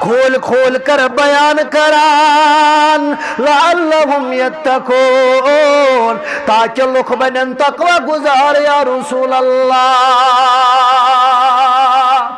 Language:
Kashmiri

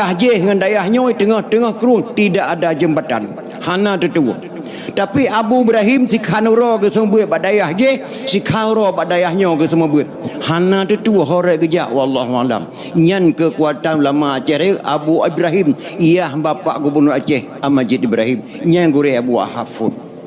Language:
Achinese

